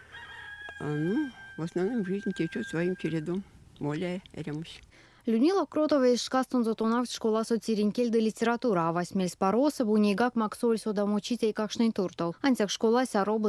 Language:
Erzya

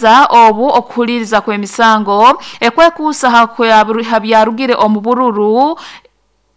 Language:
Nyoro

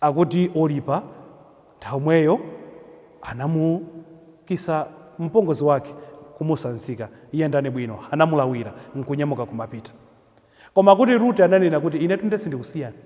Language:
Nyanja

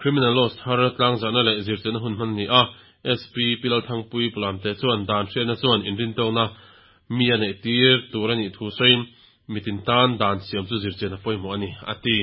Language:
Mizo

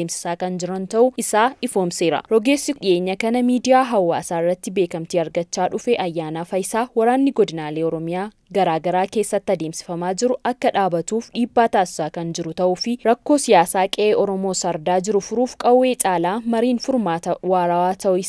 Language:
Oromo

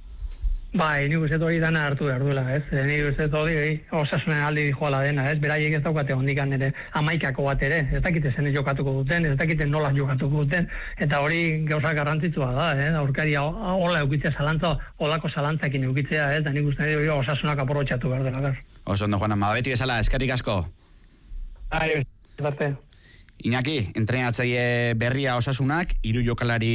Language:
Basque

